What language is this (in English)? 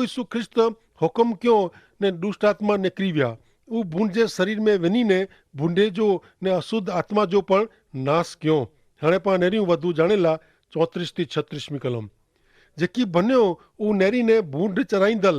Kachhi